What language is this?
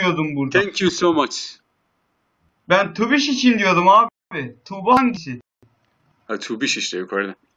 Turkish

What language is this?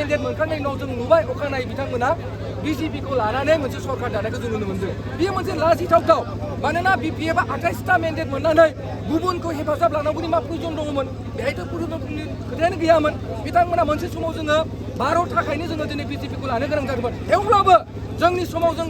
Bodo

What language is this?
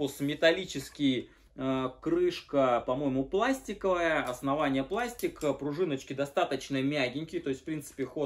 Russian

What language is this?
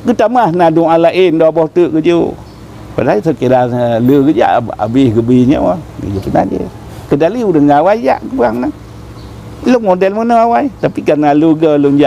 Achinese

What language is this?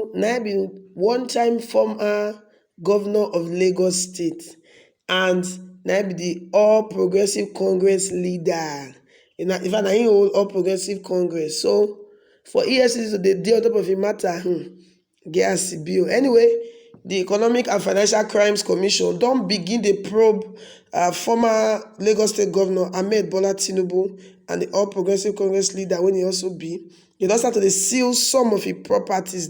Nigerian Pidgin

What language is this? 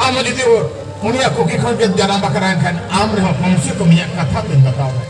Santali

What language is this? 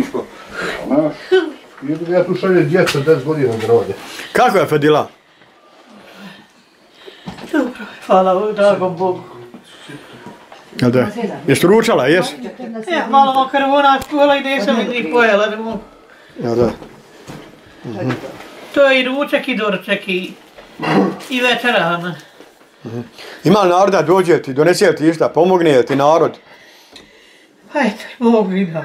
Bosnian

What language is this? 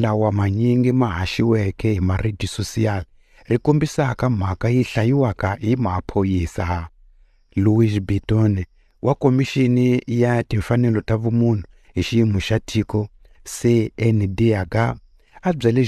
Tsonga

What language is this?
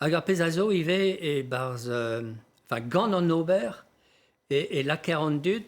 Breton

